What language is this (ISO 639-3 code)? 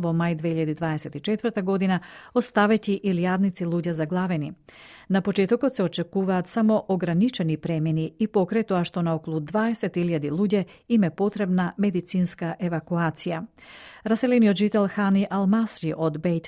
mkd